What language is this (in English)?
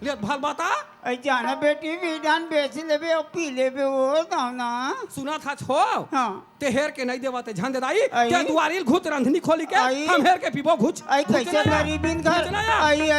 Chhattisgarhi